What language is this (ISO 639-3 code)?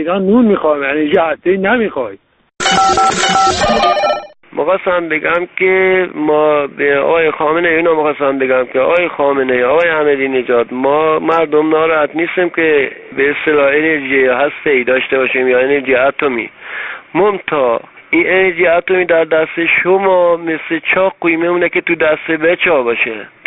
fas